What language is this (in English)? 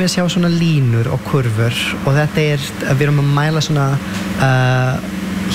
Icelandic